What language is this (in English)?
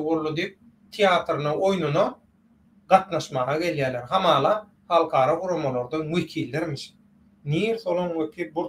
Turkmen